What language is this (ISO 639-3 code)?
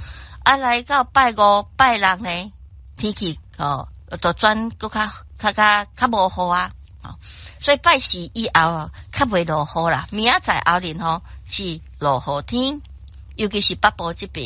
nan